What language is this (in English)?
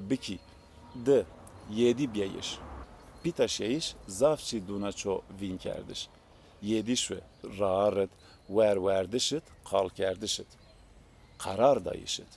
Zaza